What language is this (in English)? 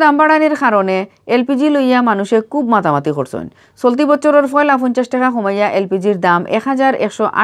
Sylheti